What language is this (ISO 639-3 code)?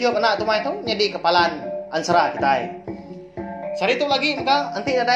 iba